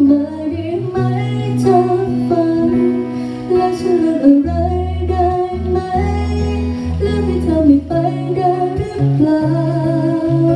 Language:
Thai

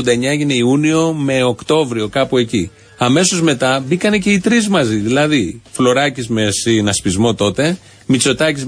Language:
Greek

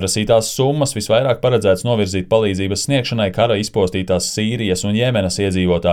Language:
Latvian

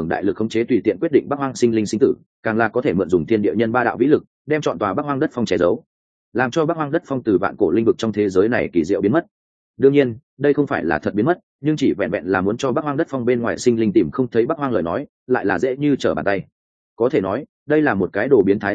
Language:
Vietnamese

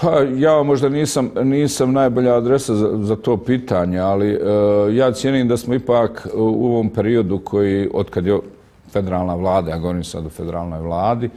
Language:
Bosnian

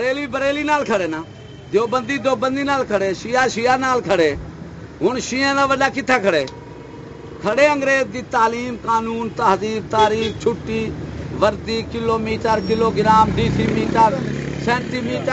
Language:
Saraiki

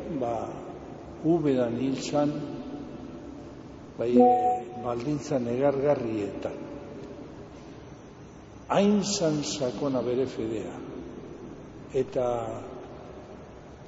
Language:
Basque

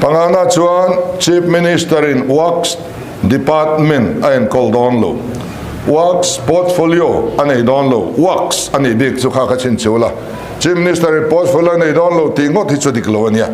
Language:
Mizo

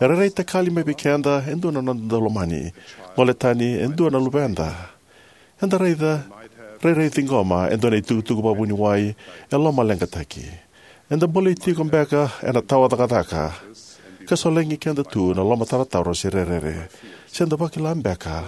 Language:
Fijian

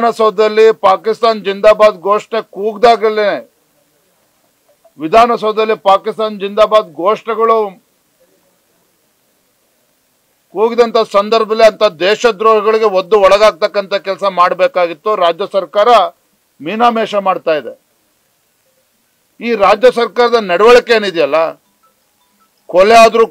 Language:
Kannada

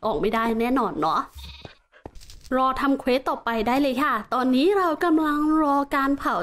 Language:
Thai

